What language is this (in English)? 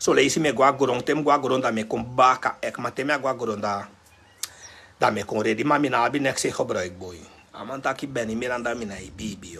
Sranan Tongo